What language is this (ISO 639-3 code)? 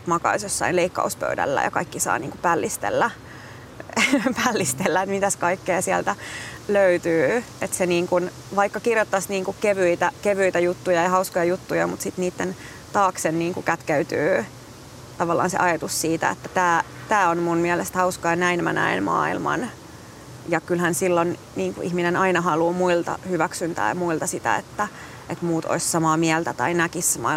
fin